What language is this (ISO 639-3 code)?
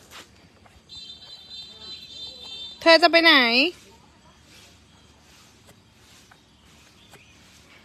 tha